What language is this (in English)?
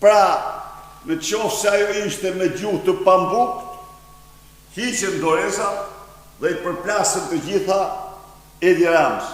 Albanian